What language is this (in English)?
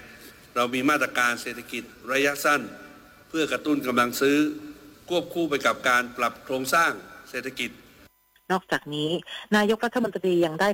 Thai